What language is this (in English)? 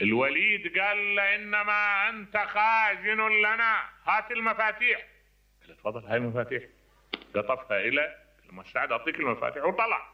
Mesopotamian Arabic